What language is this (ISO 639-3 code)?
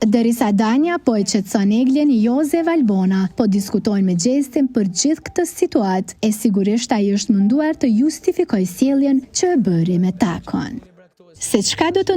sqi